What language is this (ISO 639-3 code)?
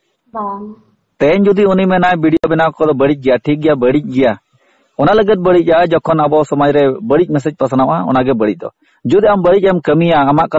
sat